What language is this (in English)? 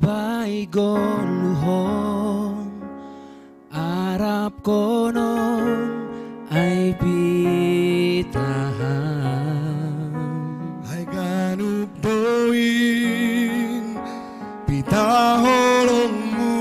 Batak Simalungun